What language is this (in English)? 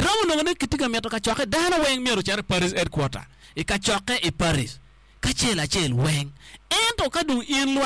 Acoli